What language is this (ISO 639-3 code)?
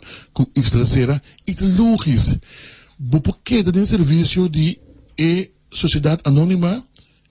pap